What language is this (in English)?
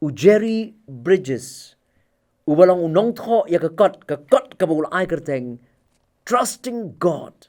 Khasi